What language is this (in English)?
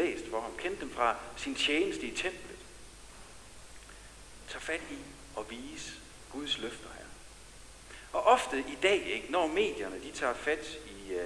Danish